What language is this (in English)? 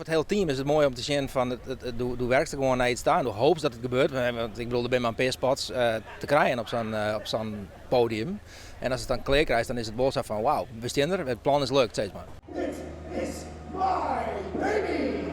Western Frisian